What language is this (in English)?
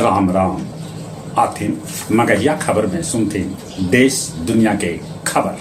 Magahi